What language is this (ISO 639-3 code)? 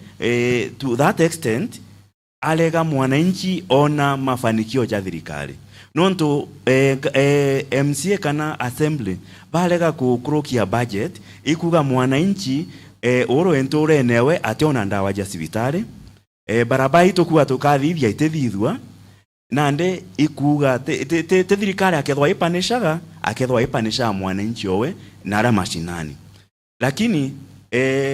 mer